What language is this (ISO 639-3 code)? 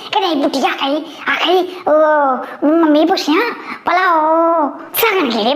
doi